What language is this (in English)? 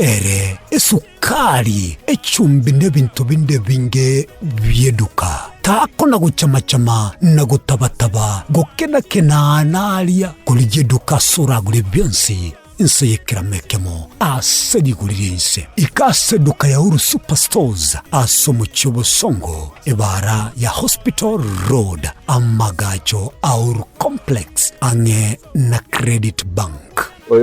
Gusii